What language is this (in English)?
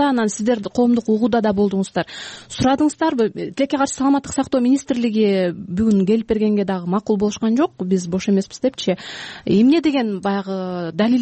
Kyrgyz